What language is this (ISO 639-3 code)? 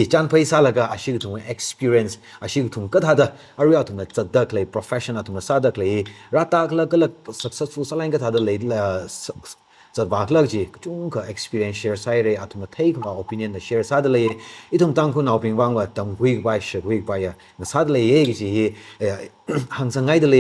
nmf